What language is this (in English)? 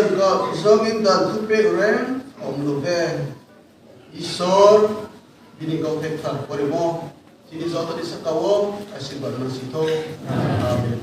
Riang (India)